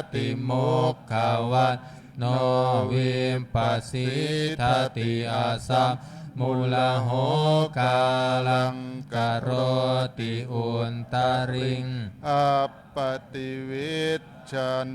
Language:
Pali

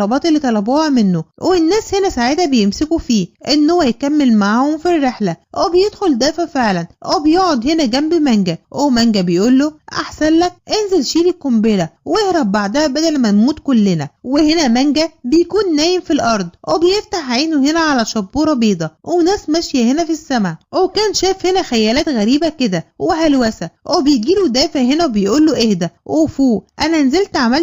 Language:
Egyptian Arabic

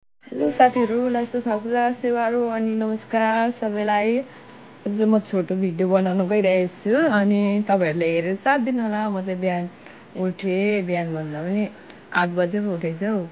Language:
Nepali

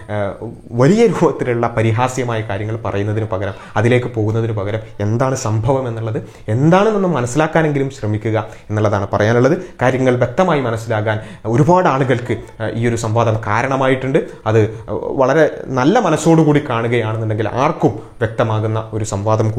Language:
Malayalam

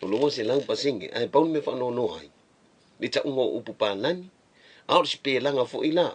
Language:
Samoan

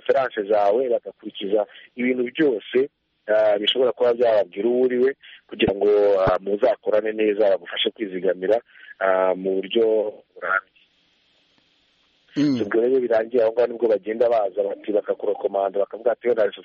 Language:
Kinyarwanda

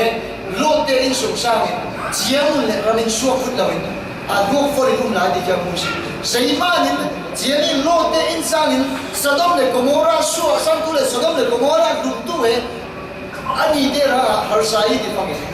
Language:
Falam Chin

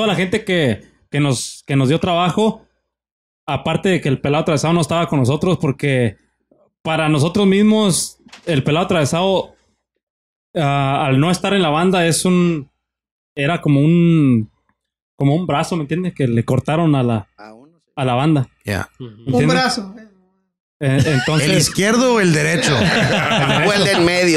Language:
Spanish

